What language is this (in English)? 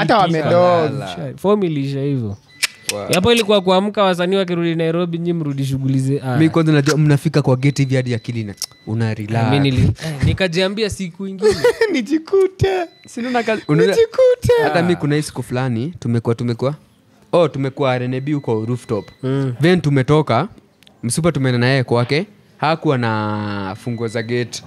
Swahili